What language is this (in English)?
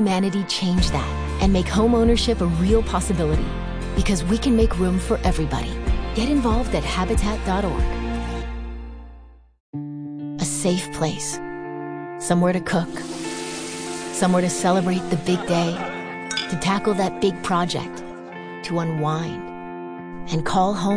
English